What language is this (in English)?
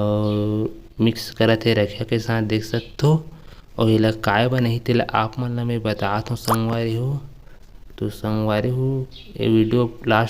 Chhattisgarhi